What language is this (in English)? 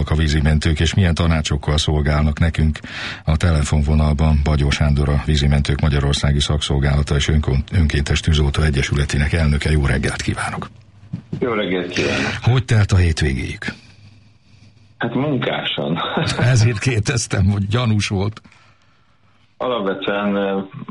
Hungarian